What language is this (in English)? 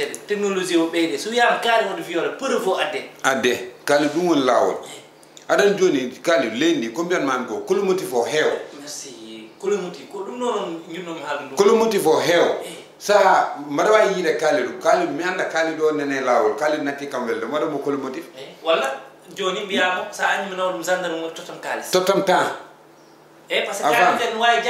Fula